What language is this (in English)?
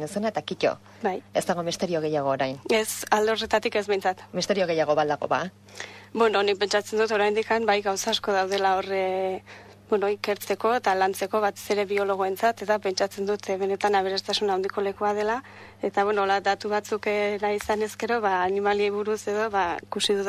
Basque